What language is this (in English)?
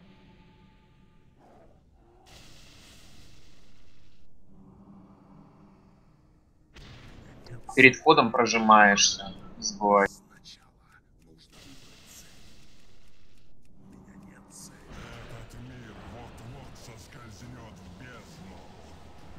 Russian